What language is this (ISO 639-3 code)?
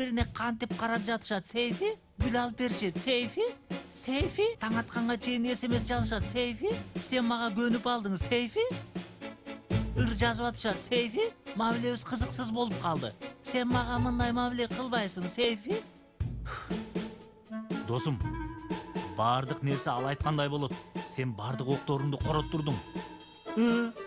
kir